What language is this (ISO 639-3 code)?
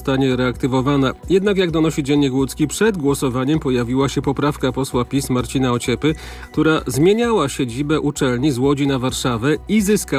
pol